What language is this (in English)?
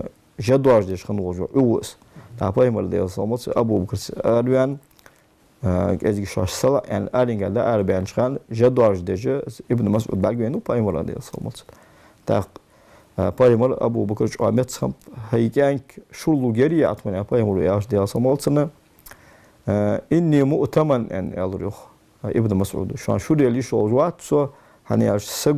Ingush